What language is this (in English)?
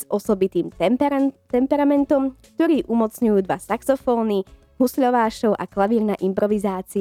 Slovak